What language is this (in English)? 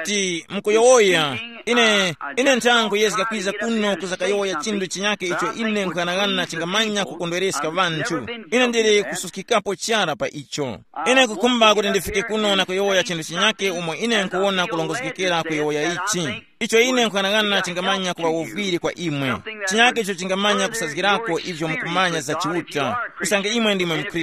Tumbuka